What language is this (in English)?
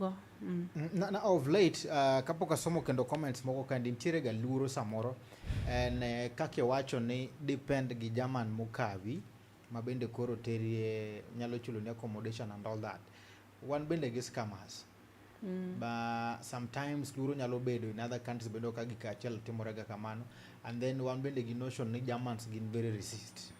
Luo (Kenya and Tanzania)